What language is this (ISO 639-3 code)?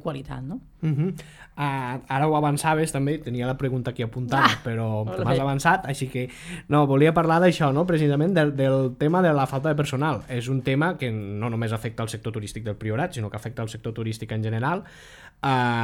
cat